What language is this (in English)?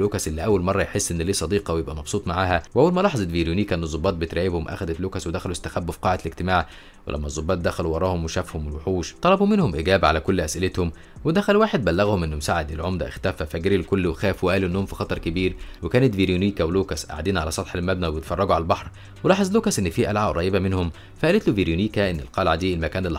Egyptian Arabic